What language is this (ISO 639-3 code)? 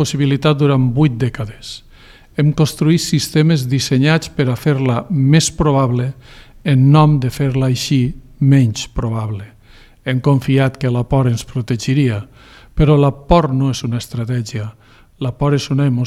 cat